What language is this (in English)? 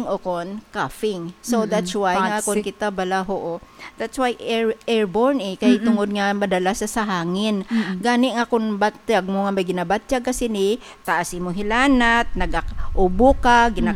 Hiligaynon